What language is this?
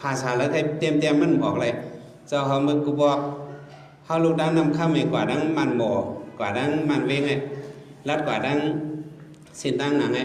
Shan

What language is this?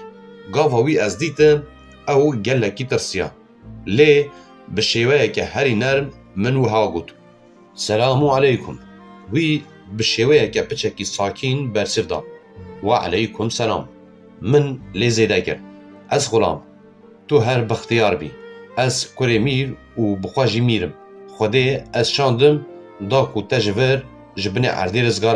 Kurdish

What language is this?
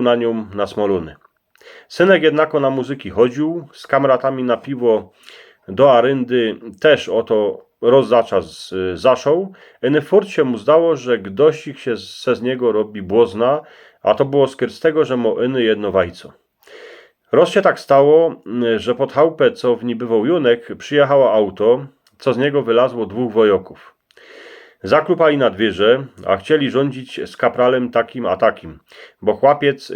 Silesian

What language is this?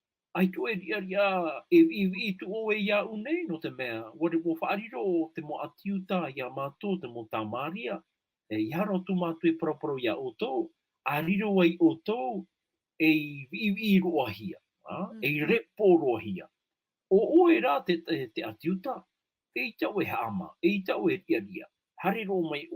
Tahitian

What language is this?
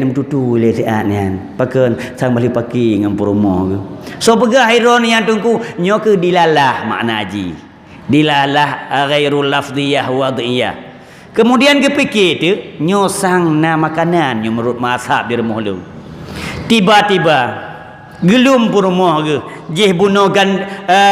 Achinese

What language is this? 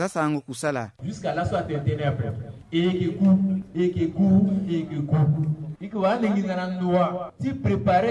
Sango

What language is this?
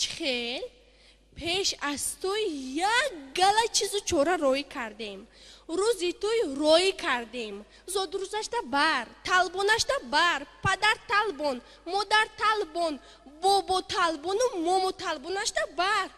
Tajik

